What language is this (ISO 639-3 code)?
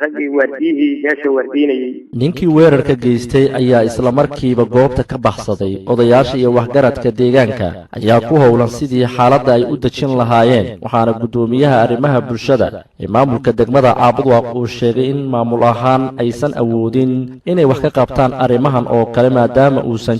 som